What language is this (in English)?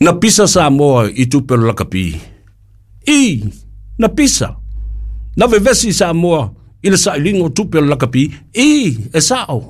Samoan